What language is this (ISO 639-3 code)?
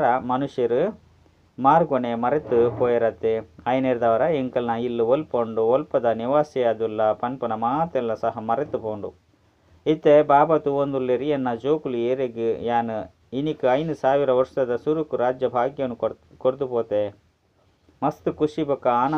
tcy